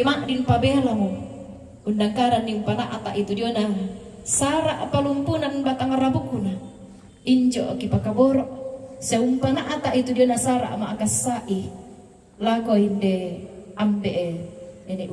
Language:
Toraja-Sa'dan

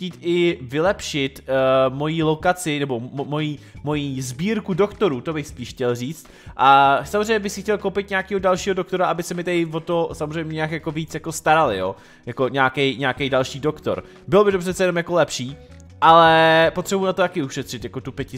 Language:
Czech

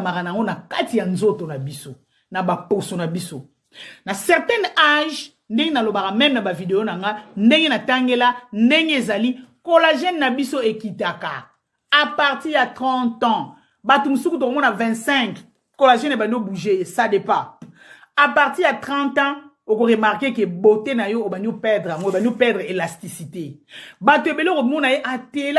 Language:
Lingala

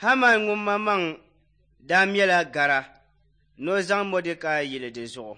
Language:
Dagbani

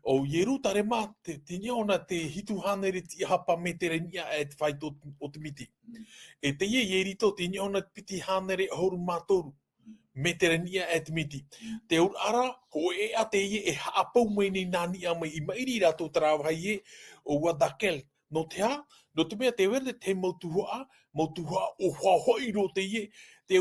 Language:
Tahitian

